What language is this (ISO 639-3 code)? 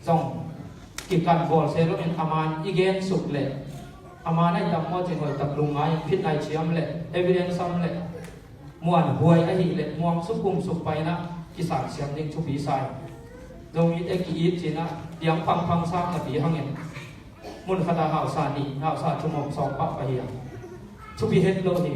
ctd